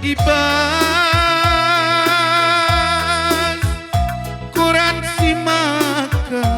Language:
Batak Karo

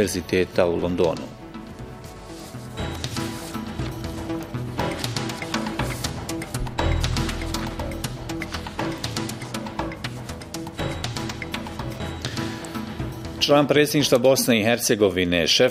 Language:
Bosnian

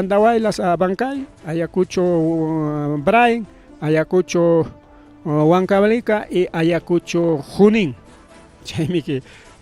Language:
Ayacucho Quechua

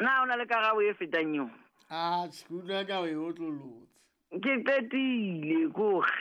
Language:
Southern Sotho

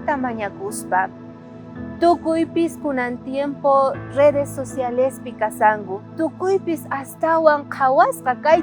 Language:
South Bolivian Quechua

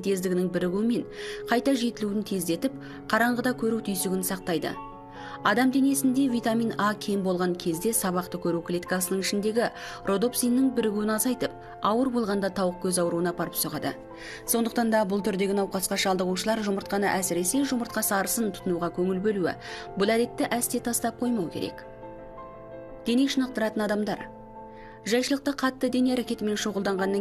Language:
Kazakh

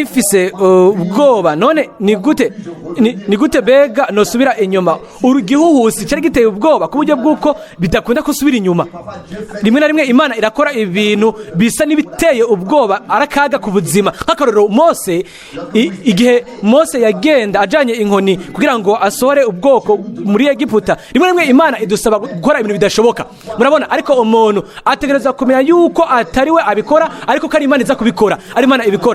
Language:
Rundi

